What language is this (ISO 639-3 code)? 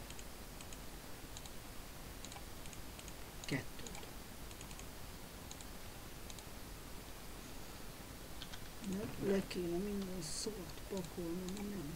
hun